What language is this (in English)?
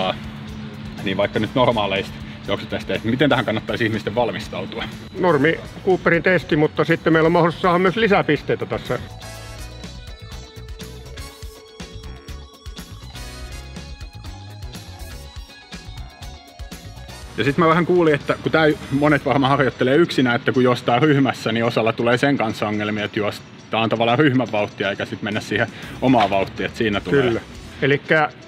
Finnish